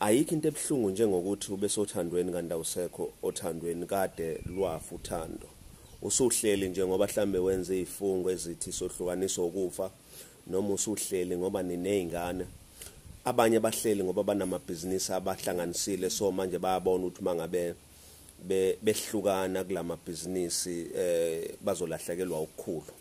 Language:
Zulu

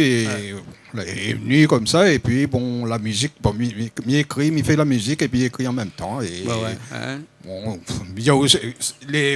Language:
Réunion Creole French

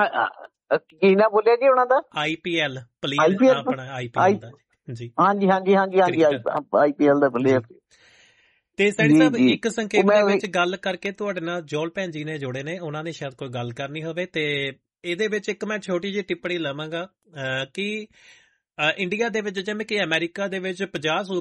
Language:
Punjabi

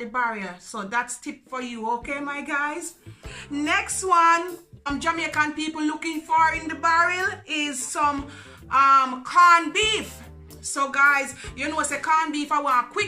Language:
Jamaican Creole English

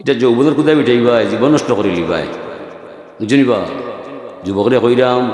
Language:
Sylheti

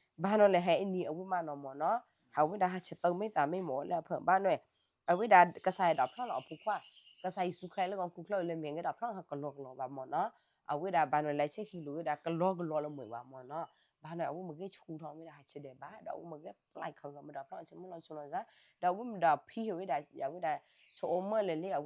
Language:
S'gaw Karen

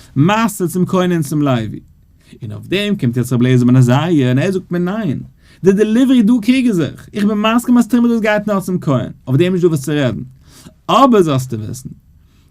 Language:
Yiddish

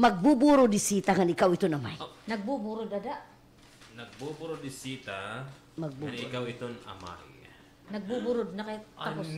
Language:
Waray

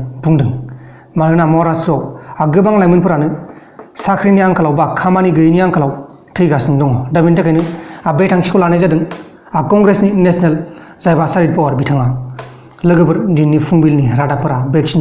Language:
Bodo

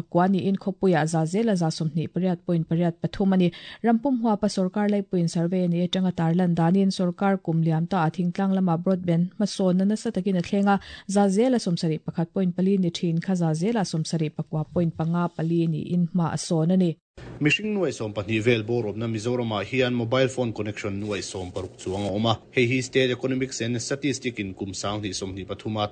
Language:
Mizo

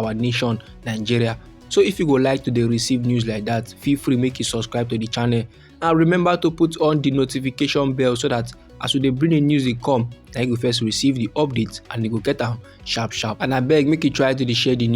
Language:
Nigerian Pidgin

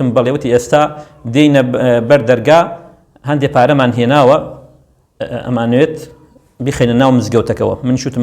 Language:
Central Kurdish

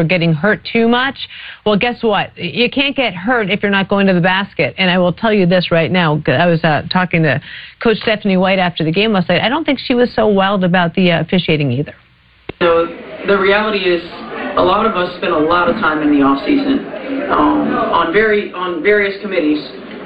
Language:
English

